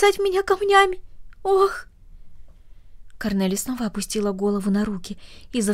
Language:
Russian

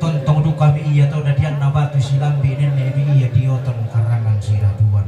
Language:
Toraja-Sa'dan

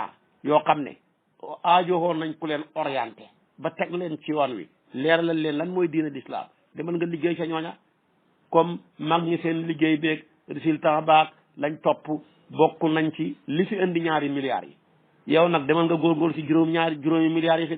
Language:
Wolof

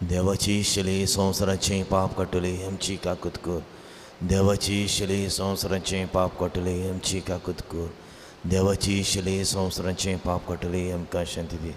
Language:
Konkani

